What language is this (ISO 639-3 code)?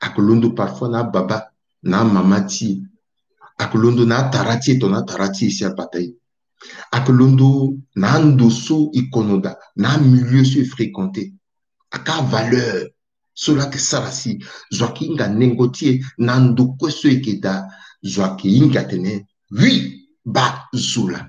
sag